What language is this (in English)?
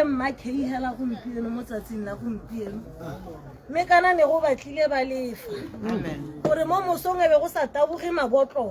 Tswana